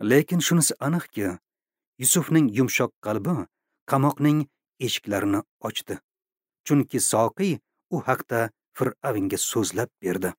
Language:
Uzbek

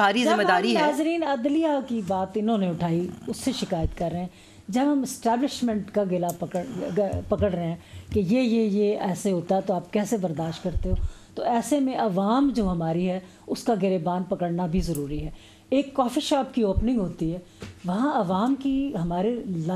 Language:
Urdu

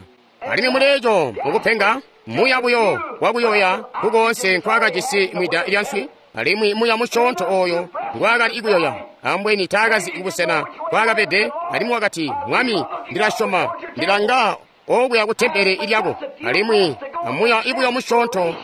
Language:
Tonga (Zambia)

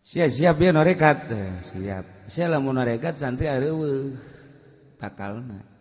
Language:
Sundanese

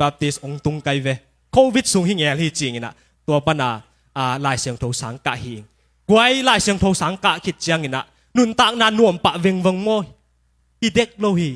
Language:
Tedim Chin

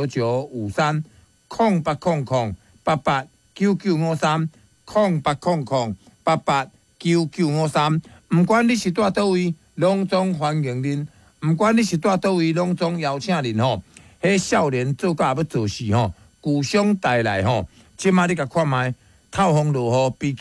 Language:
Min Nan Chinese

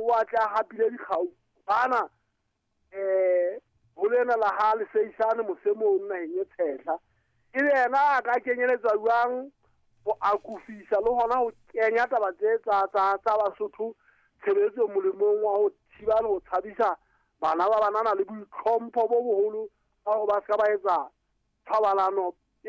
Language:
Southern Sotho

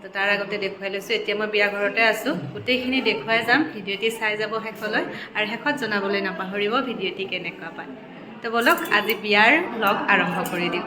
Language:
Assamese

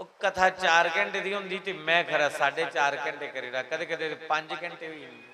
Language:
Dogri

